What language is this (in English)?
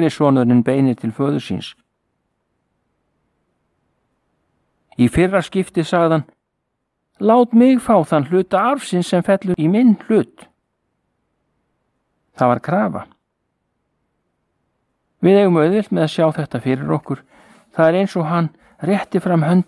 Icelandic